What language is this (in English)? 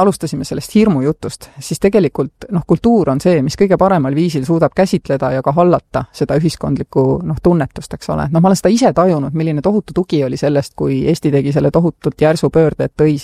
Estonian